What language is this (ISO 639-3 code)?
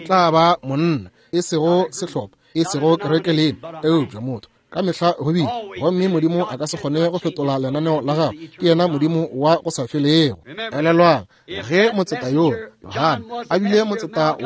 nso